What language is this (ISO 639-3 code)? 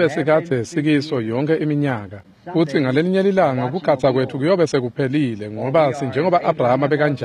ssw